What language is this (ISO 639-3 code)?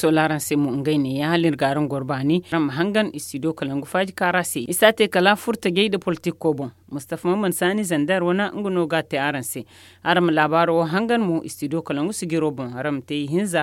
dje